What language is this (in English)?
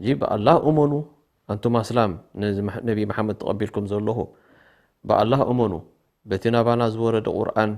Tigrinya